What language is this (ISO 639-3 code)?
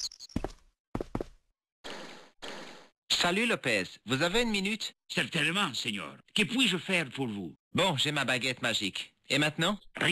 fra